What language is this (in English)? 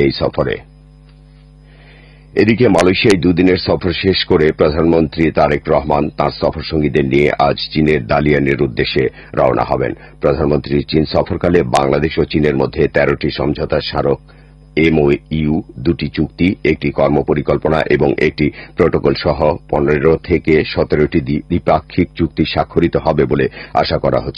Bangla